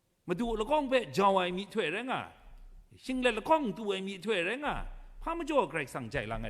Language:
Kachin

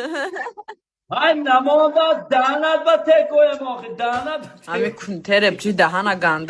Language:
Tajik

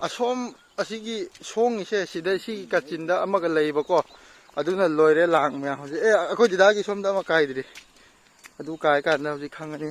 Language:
Manipuri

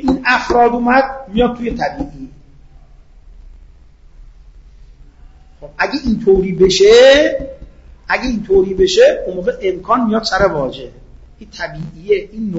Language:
Persian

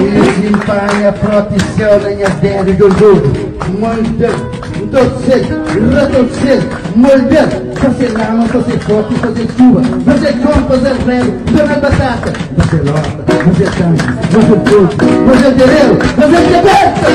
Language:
Kabuverdianu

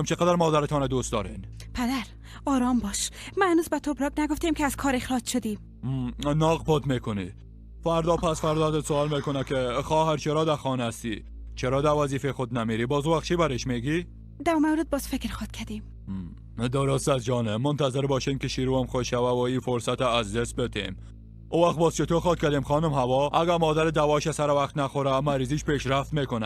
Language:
Persian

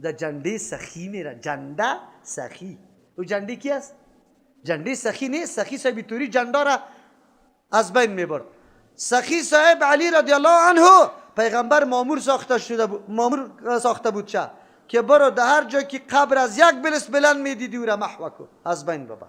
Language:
Persian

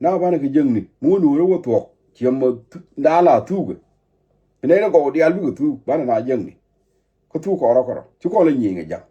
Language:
Nuer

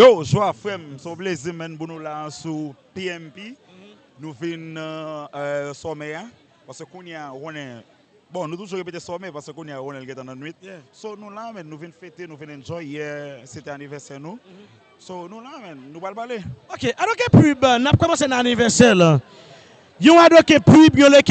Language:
Haitian Creole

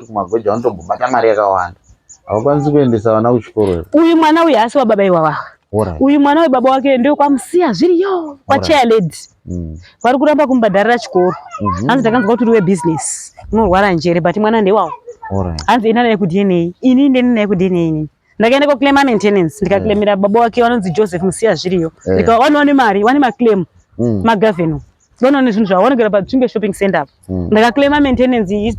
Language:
Shona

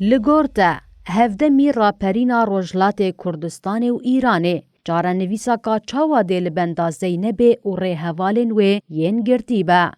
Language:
Kurdish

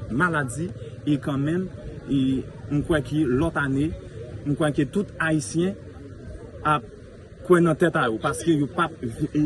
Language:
Haitian Creole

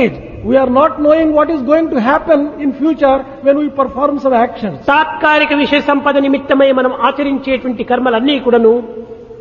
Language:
Telugu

